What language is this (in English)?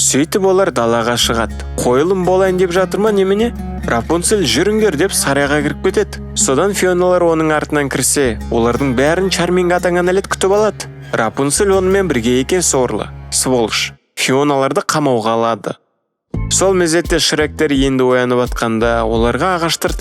Kazakh